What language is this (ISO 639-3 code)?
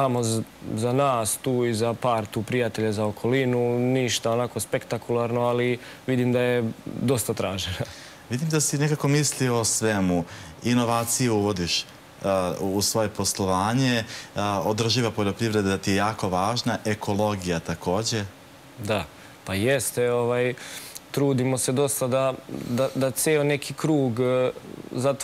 srp